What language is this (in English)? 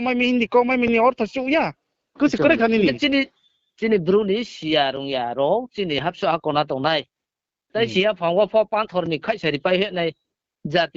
Riang (India)